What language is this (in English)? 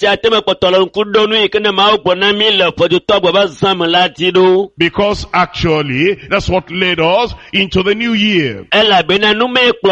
Ewe